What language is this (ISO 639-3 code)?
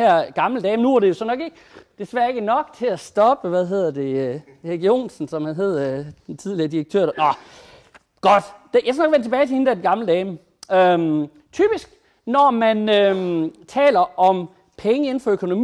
dan